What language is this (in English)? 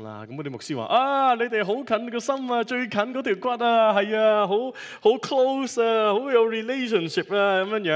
Cantonese